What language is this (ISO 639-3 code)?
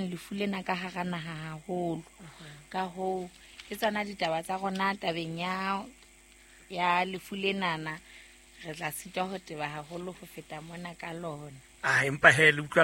sot